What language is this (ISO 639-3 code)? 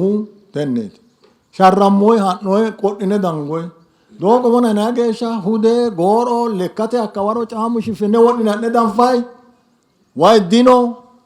sid